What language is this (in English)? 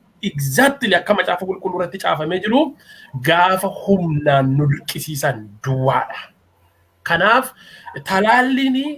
Oromo